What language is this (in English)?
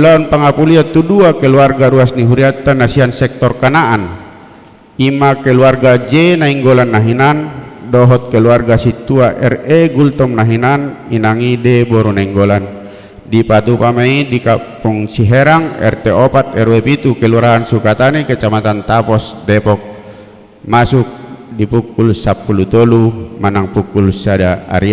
Batak Toba